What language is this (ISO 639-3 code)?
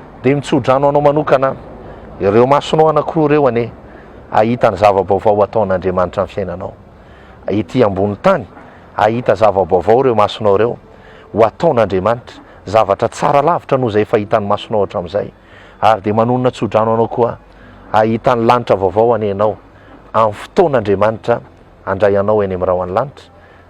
mlg